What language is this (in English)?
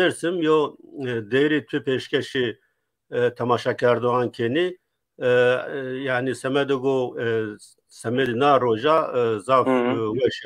Zaza